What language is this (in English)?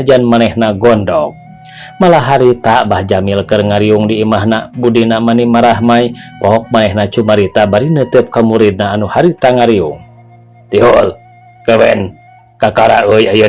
Sundanese